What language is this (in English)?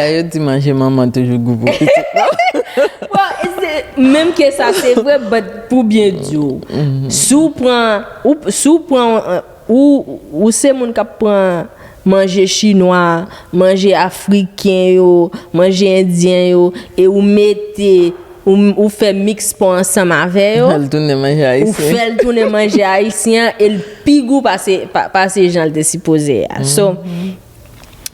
Haitian Creole